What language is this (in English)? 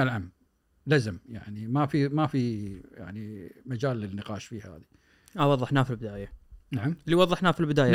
Gulf Arabic